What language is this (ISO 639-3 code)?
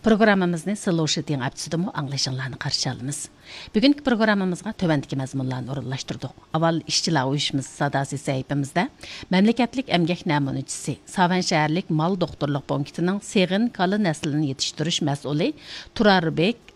uig